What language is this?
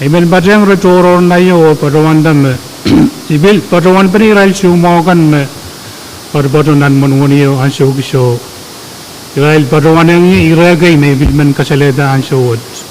Pohnpeian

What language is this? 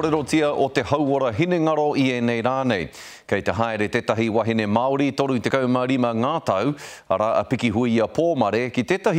Māori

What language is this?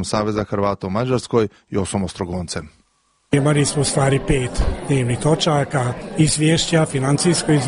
Croatian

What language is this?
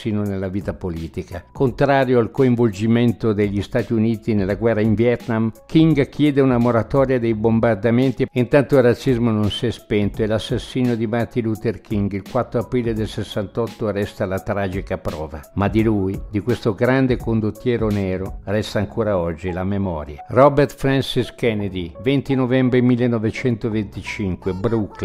Italian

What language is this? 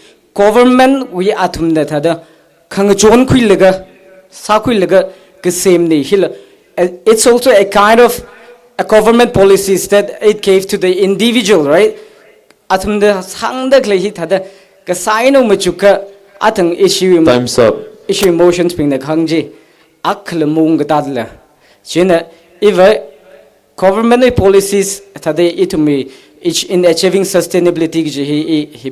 Tangkhul Naga (India)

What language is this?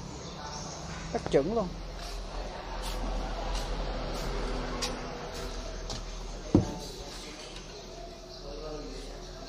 Vietnamese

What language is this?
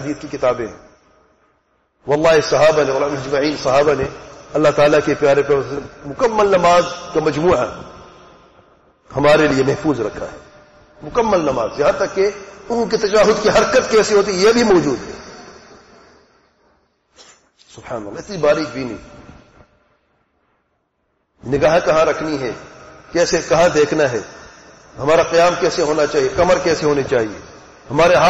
Urdu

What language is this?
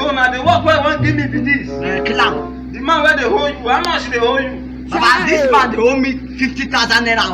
Nigerian Pidgin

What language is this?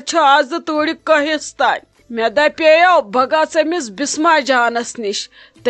Kashmiri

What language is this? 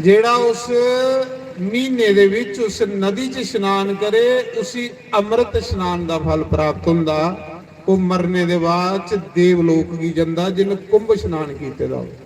Dogri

